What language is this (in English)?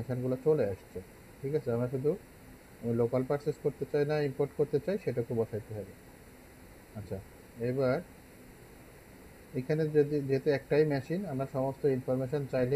Bangla